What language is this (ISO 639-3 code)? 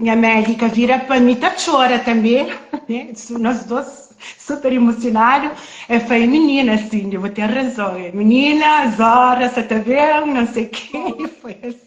kea